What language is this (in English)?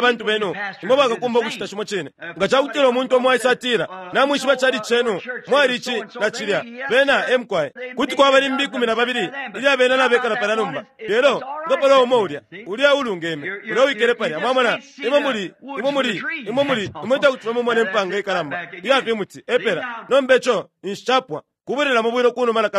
Bemba